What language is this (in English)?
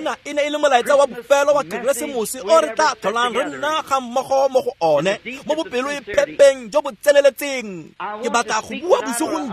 Tswana